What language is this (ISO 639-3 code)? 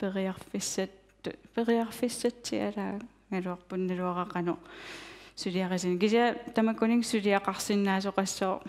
kal